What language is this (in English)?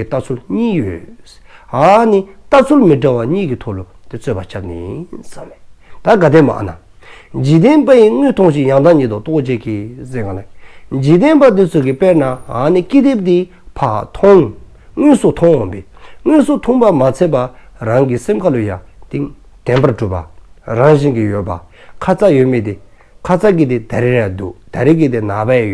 Dzongkha